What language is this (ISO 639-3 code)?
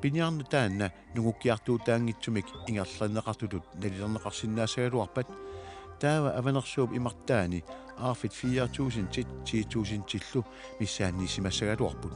kal